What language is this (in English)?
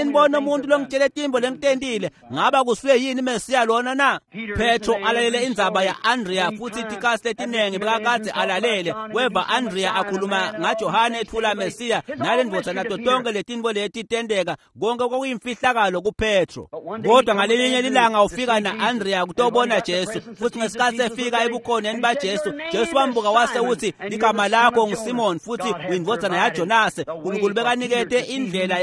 Swati